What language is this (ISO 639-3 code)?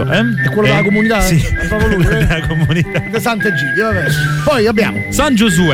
ita